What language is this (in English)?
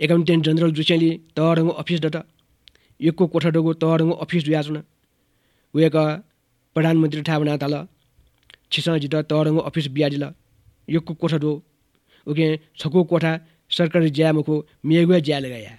Newari